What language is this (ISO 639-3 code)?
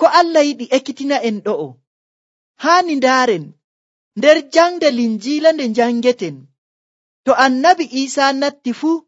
fuv